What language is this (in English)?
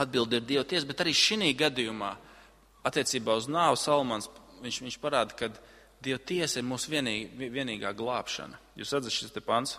Latvian